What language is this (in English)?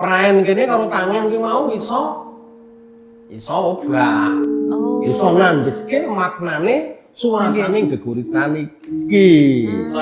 Javanese